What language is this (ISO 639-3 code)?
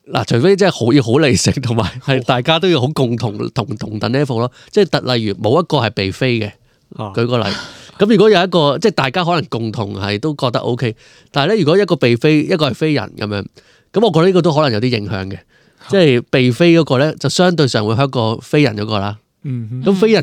yue